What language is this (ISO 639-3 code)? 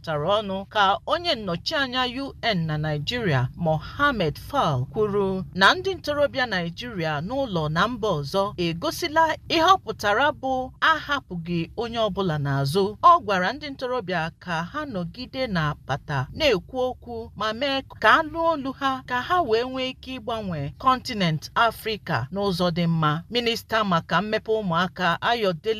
ibo